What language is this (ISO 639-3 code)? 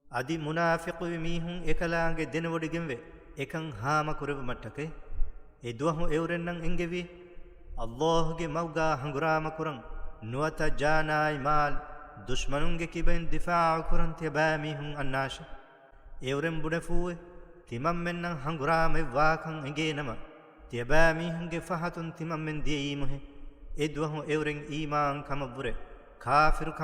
div